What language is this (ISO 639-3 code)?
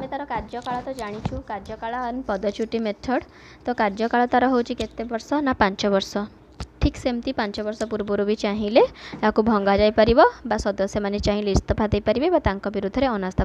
ori